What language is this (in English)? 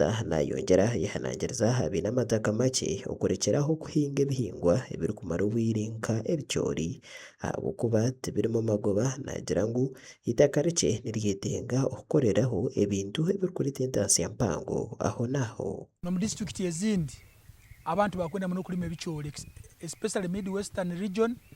Nyankole